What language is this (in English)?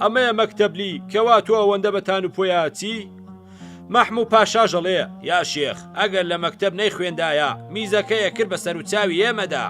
Central Kurdish